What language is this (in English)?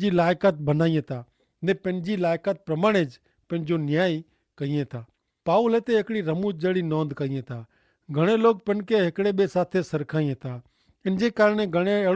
Kachhi